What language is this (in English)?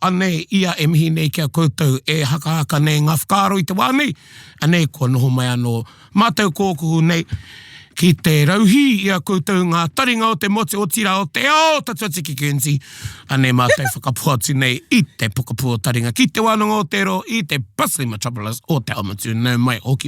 Māori